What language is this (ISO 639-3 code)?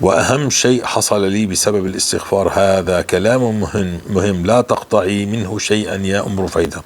apc